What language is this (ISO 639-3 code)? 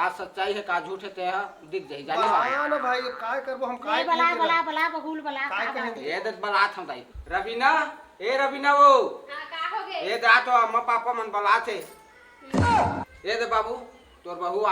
hne